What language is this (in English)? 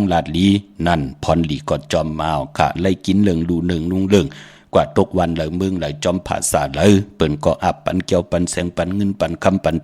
Shan